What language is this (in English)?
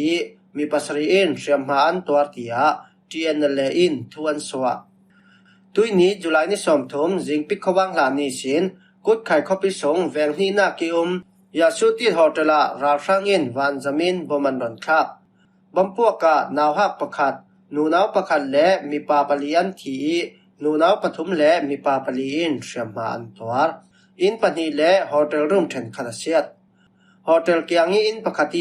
Falam Chin